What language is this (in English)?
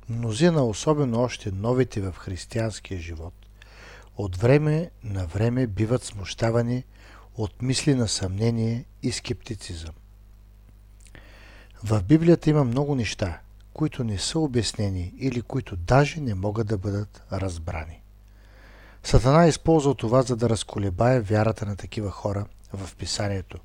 Bulgarian